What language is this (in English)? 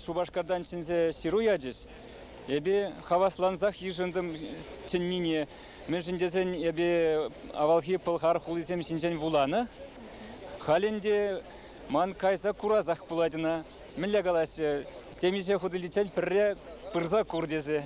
Chuvash